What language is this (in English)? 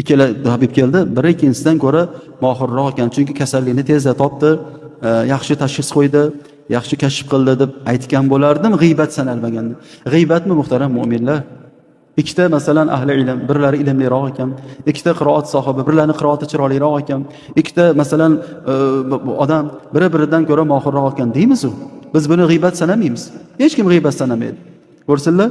Uzbek